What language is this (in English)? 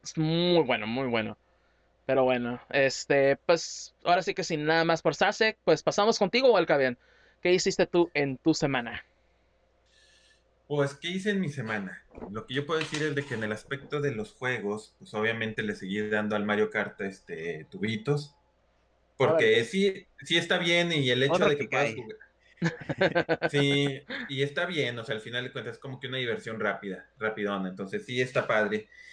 Spanish